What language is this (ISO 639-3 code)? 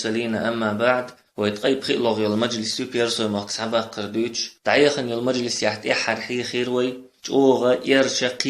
che